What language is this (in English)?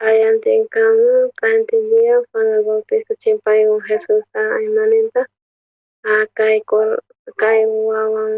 South Bolivian Quechua